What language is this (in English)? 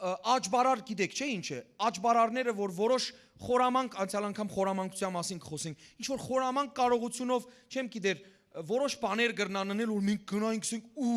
Western Armenian